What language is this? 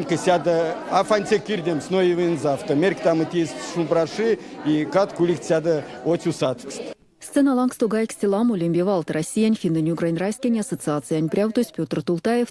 Erzya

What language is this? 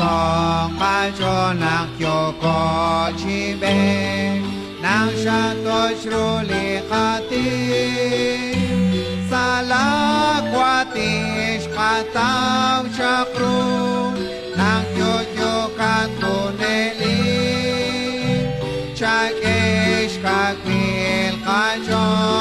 Kekchí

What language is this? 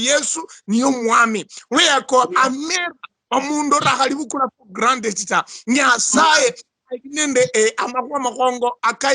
Luyia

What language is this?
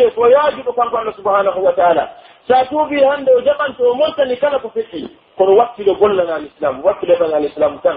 Pular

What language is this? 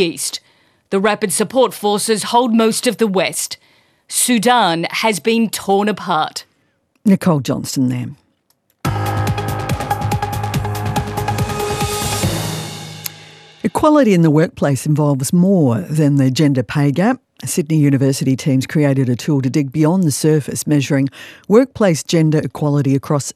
English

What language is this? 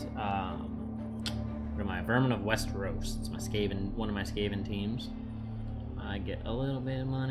English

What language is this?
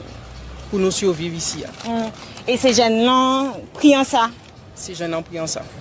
Guadeloupean Creole French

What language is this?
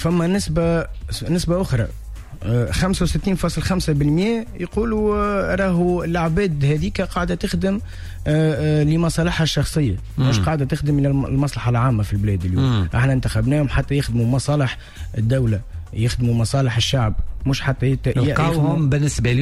Tunisian Arabic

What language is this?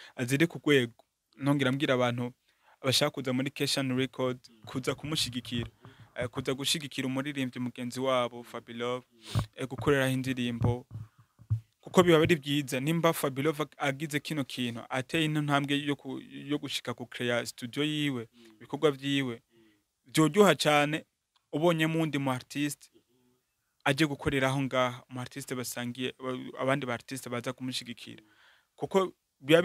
Rundi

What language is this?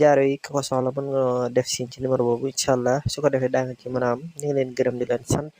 Wolof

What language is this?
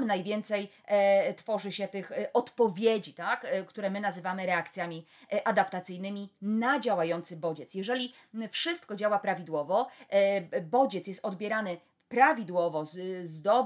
Polish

